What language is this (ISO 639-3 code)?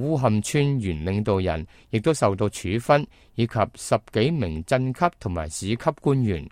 yue